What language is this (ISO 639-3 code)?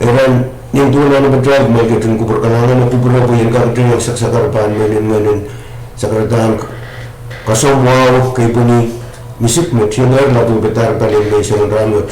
pon